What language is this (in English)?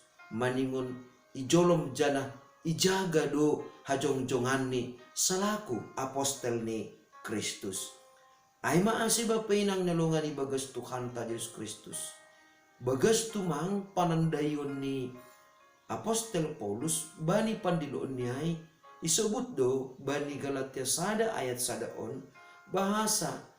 Batak Simalungun